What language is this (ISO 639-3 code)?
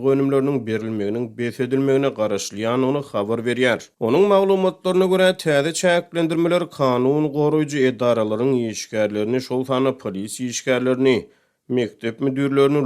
tuk